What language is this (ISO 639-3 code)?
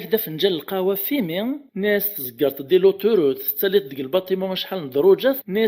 kab